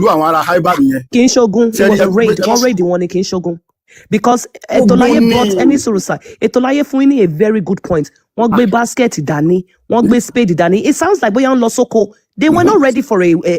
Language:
Yoruba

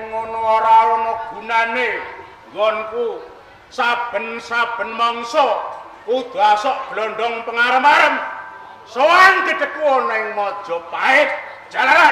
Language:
Javanese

